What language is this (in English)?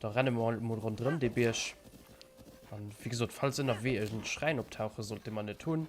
Luxembourgish